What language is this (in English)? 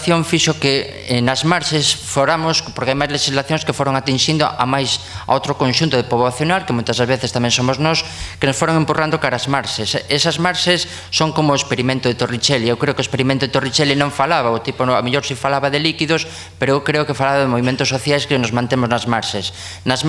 Galician